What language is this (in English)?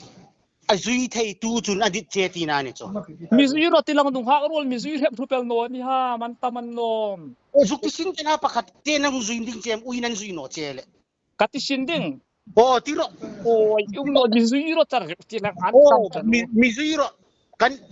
Hmar